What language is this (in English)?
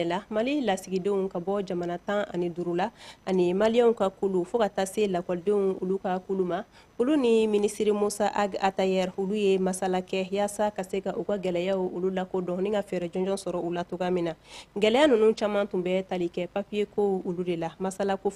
Bambara